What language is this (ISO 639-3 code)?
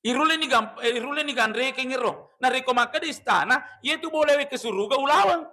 bug